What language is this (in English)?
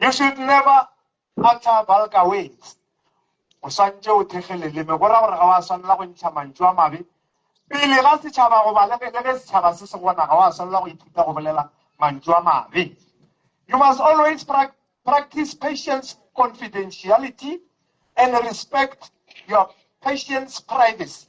Northern Sotho